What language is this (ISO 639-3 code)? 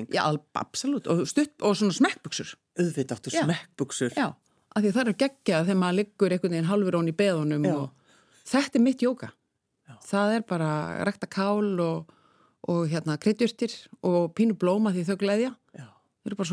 isl